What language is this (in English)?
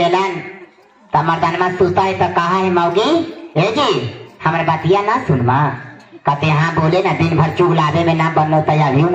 Magahi